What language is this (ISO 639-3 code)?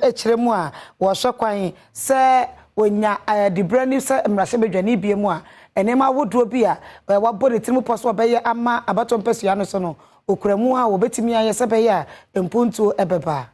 aka